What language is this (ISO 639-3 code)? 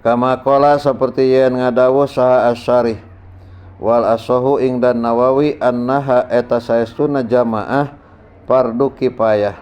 sun